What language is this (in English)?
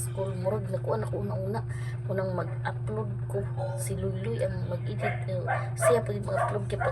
Cebuano